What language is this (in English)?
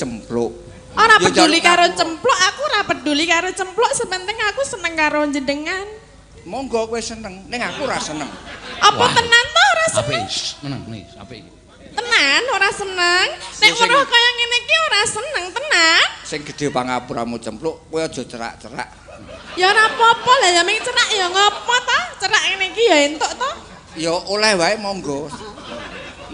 Javanese